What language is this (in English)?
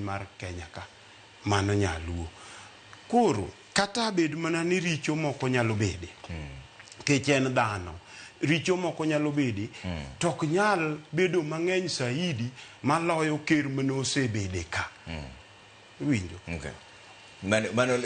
Luo (Kenya and Tanzania)